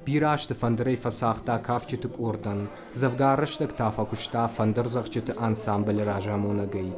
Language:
Ossetic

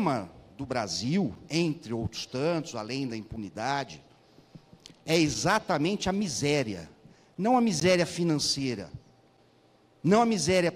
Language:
Portuguese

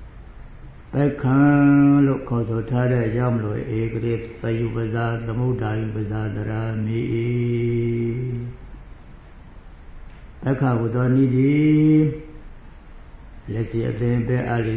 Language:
Burmese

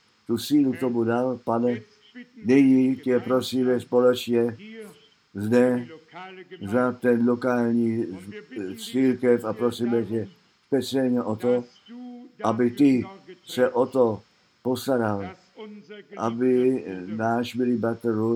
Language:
Czech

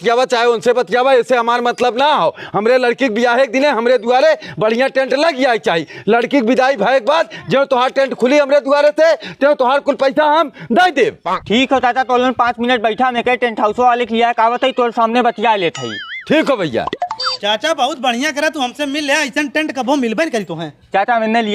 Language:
Bhojpuri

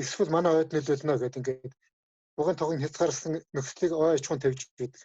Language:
Mongolian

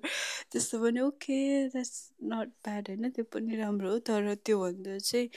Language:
Nepali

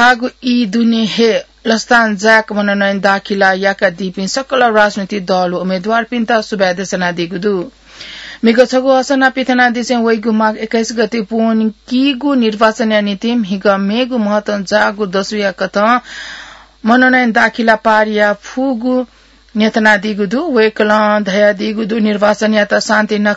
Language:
Newari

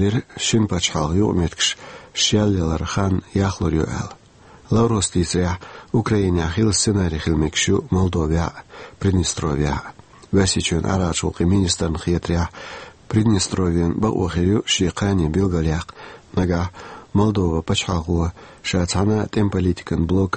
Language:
Chechen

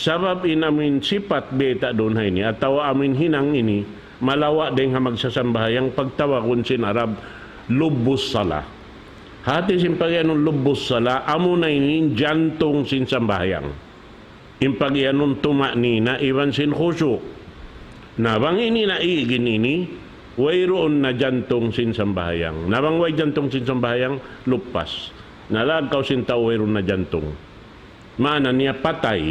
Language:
Tausug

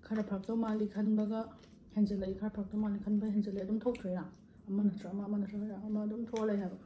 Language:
Manipuri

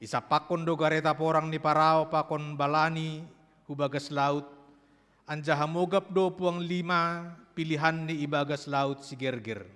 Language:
Batak Simalungun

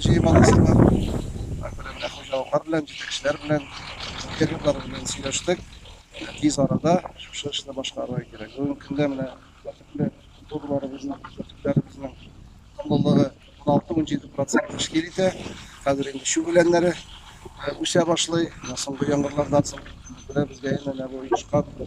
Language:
Tatar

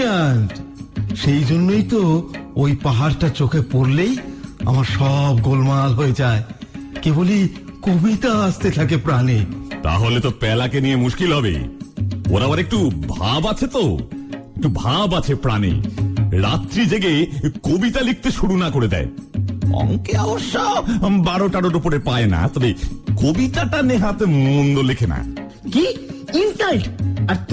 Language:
Bangla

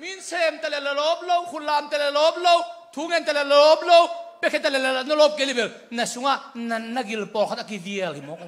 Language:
Tedim Chin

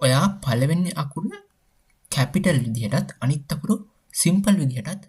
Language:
Sinhala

